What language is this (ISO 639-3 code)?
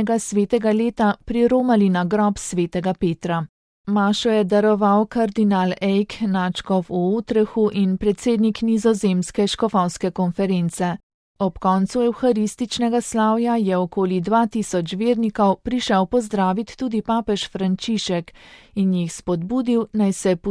slv